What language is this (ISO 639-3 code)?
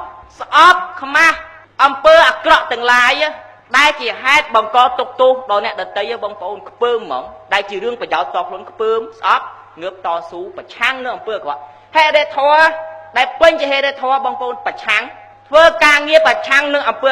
khm